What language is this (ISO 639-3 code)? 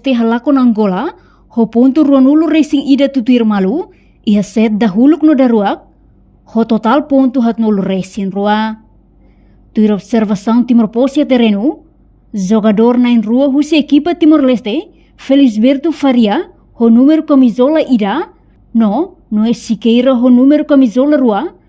tet